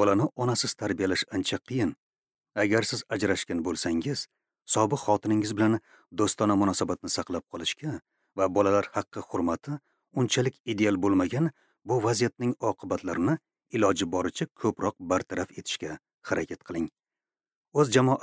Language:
Uzbek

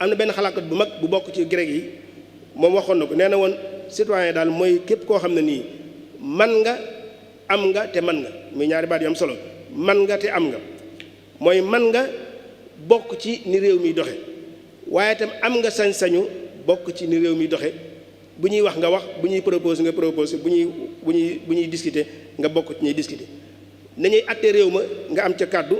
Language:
Wolof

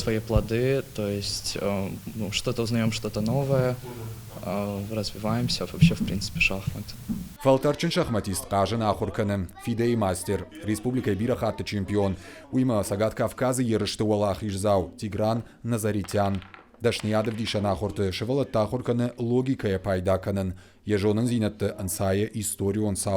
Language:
Ossetic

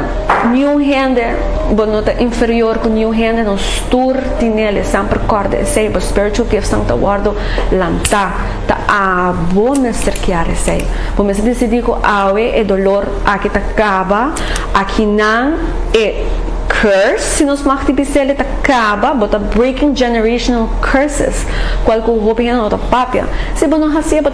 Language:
Papiamento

